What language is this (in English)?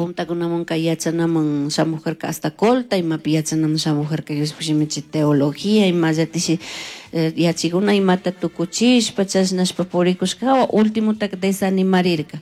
Chimborazo Highland Quichua